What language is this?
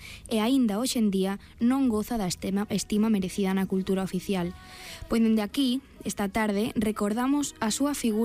Galician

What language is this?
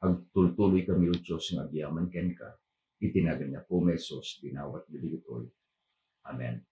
Iloko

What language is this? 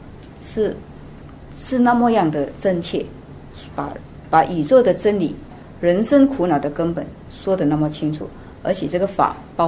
Chinese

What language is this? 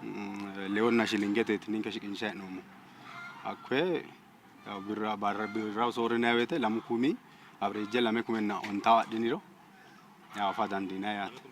Sidamo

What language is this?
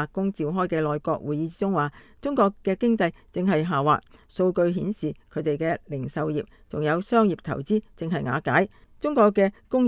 Cantonese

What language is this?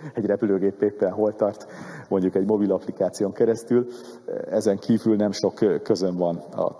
Hungarian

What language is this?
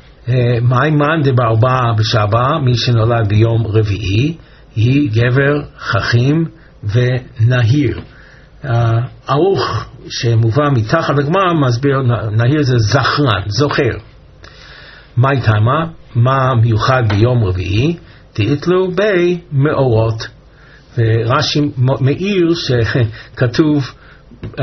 Hebrew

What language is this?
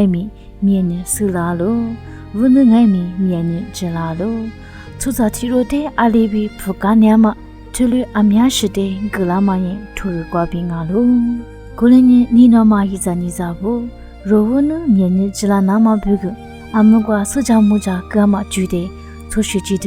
Lisu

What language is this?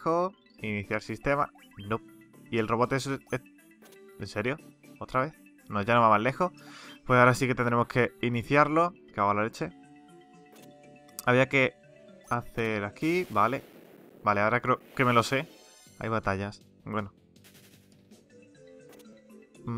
Spanish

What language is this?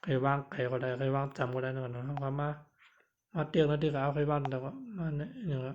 Shan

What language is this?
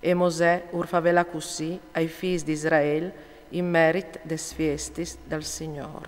Friulian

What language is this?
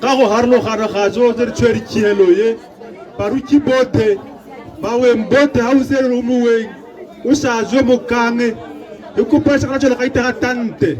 Tswana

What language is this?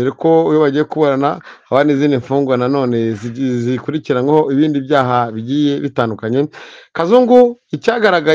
Kinyarwanda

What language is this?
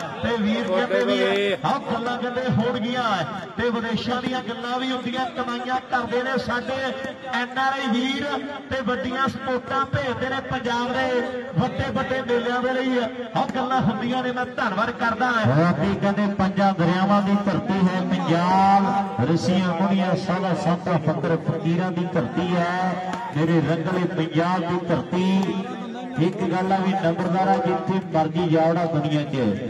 Punjabi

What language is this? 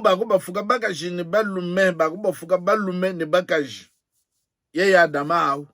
Luba-Lulua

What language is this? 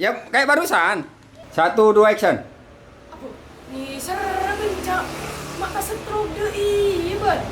Madurese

